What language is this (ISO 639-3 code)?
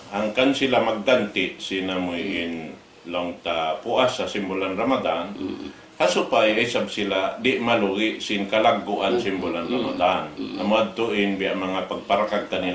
tsg